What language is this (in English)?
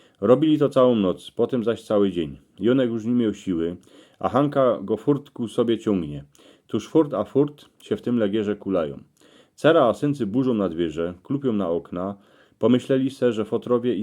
Silesian